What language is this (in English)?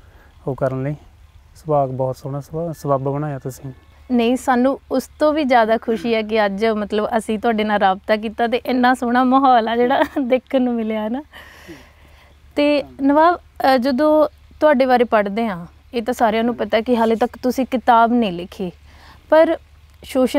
Punjabi